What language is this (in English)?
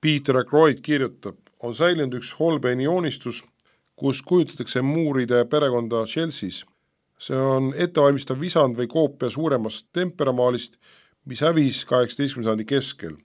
Estonian